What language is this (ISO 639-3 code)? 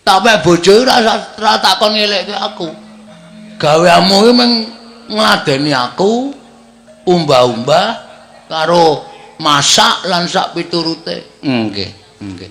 jav